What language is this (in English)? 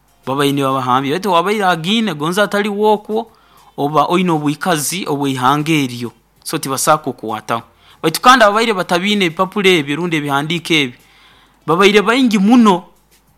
Nyoro